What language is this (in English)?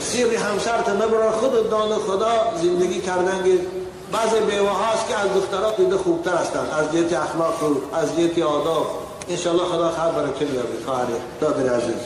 Tajik